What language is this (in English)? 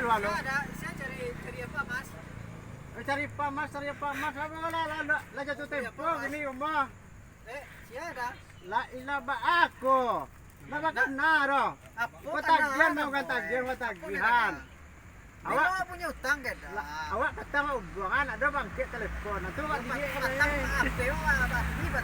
Minangkabau